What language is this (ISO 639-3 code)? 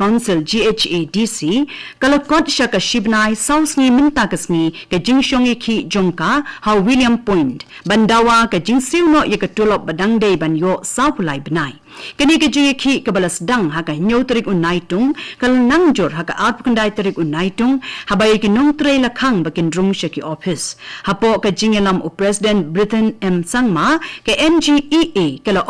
kha